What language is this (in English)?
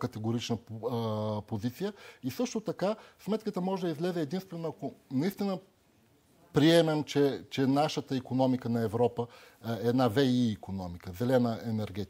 Bulgarian